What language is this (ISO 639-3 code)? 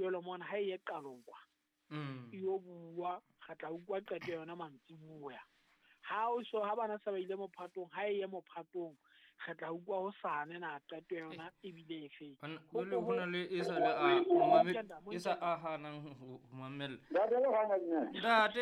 sot